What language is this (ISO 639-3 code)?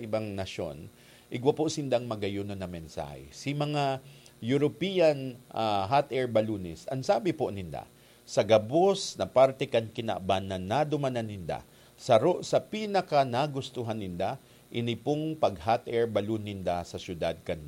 bik